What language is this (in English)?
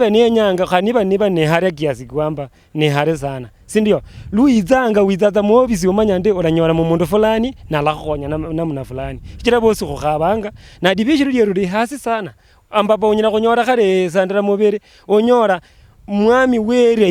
Luyia